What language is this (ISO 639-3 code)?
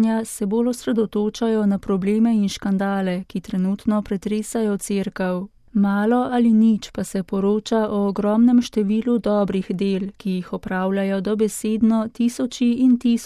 slv